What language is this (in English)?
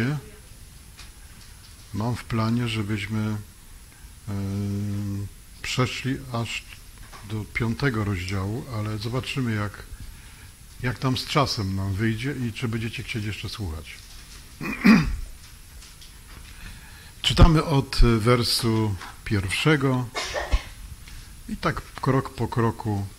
Polish